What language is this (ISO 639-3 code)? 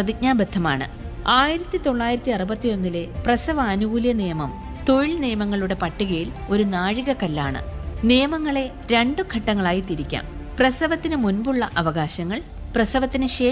mal